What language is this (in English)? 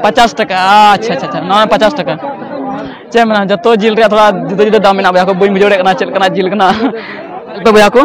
Santali